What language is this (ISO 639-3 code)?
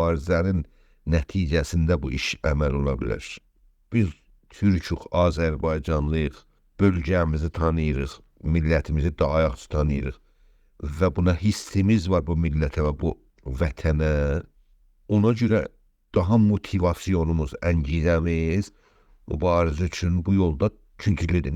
azb